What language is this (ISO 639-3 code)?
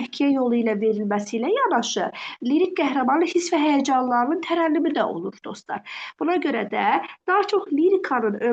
aze